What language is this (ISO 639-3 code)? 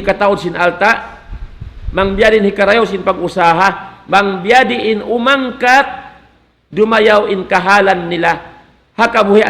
tsg